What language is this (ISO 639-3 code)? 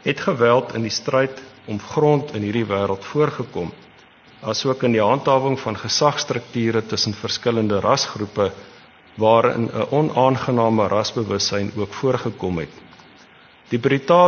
afr